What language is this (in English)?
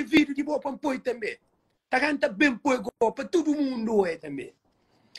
Kabuverdianu